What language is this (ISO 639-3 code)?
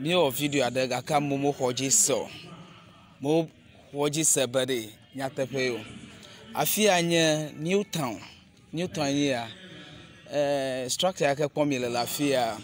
ewe